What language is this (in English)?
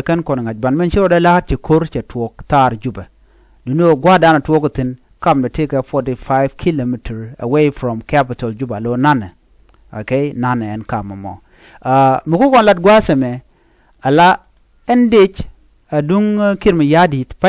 Nuer